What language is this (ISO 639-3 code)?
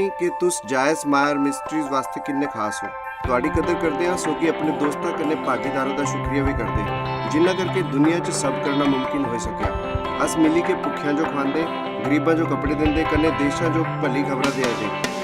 doi